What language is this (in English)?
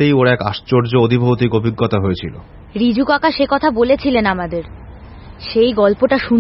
Bangla